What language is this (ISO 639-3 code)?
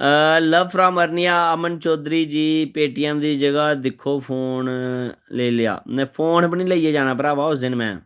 doi